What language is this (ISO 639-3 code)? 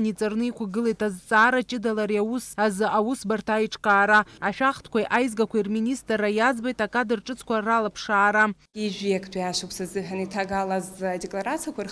abk